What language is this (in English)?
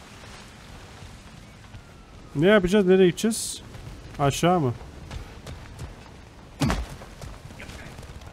Turkish